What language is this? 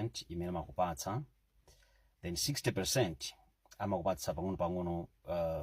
Nyanja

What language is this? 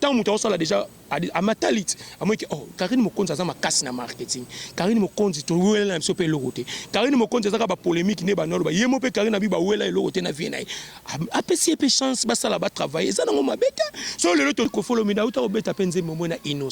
Lingala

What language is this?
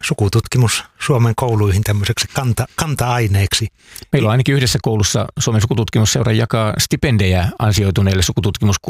Finnish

